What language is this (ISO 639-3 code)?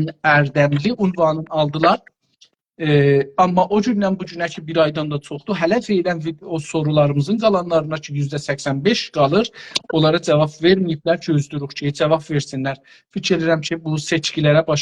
azb